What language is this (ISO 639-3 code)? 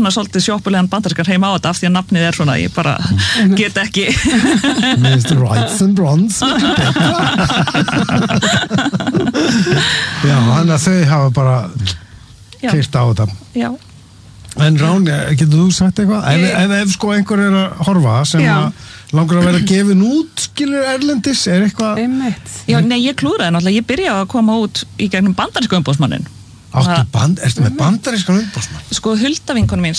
isl